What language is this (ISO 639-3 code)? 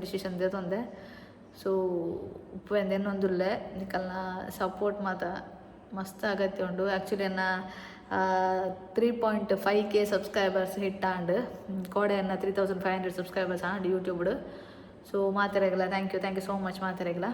tcy